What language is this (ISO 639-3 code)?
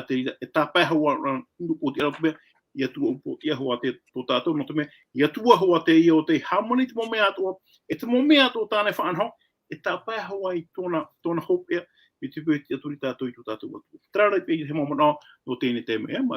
tah